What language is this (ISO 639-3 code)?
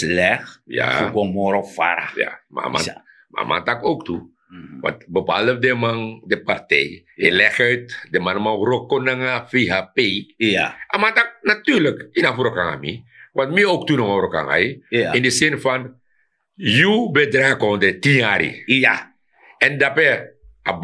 srn